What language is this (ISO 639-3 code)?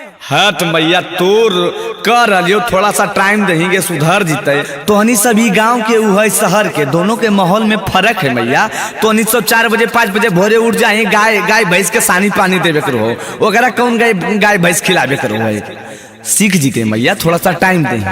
mag